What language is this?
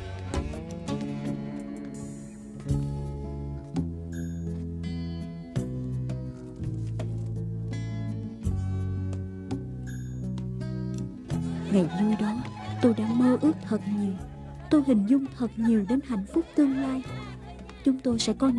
Vietnamese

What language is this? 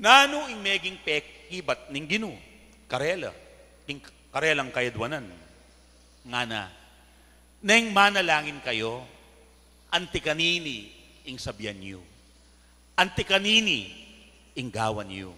Pampanga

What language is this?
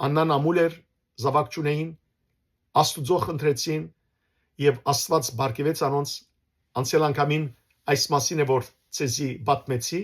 Western Armenian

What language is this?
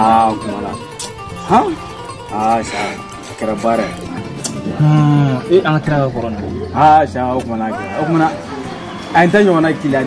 Bambara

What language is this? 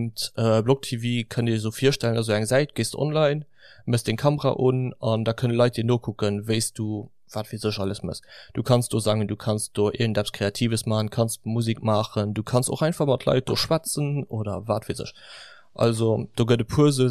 Luxembourgish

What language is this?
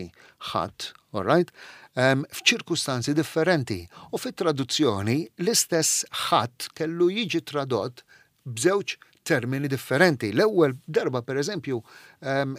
Maltese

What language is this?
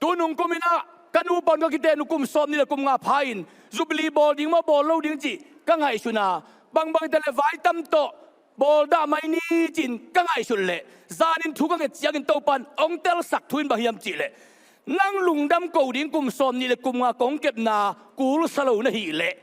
Tedim Chin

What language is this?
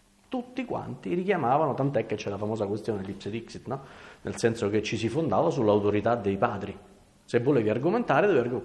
Italian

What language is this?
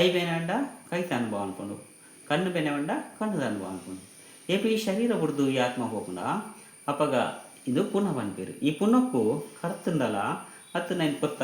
Tulu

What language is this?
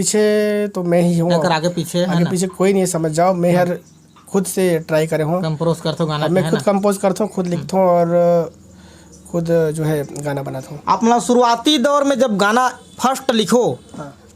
Chhattisgarhi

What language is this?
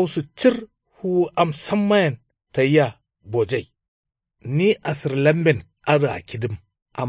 Kanuri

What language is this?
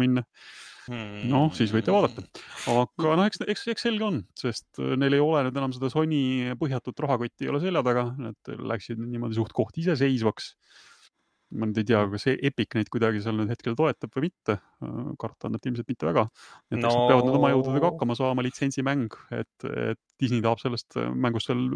Estonian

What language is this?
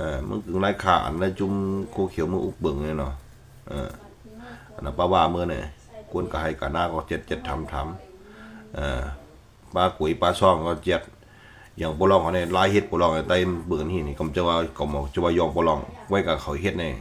Shan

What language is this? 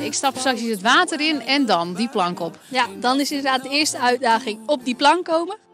Western Frisian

